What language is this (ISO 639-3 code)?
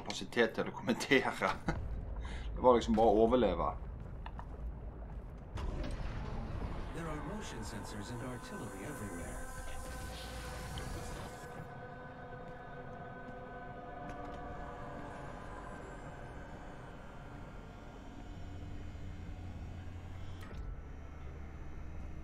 nor